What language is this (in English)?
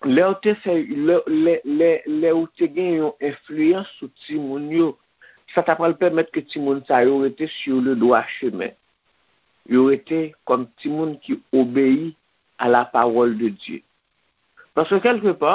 Haitian Creole